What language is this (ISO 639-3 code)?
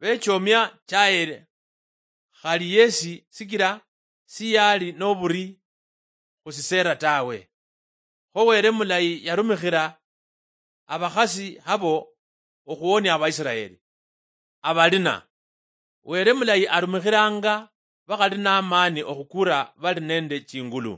luy